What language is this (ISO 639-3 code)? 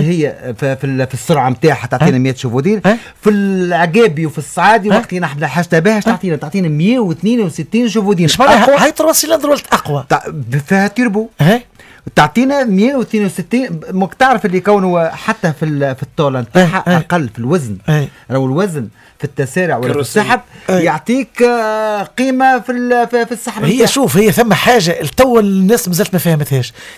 aeb